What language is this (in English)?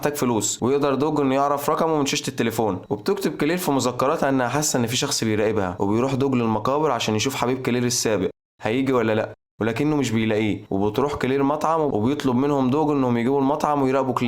Egyptian Arabic